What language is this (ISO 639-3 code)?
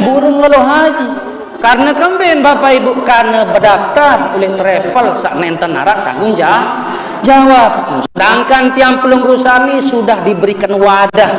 sas